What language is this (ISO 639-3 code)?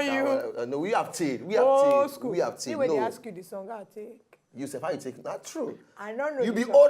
pcm